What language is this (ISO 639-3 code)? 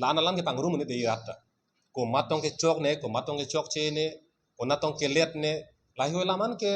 mjw